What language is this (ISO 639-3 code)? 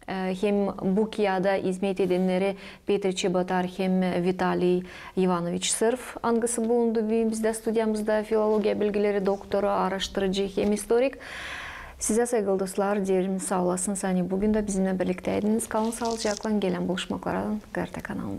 gag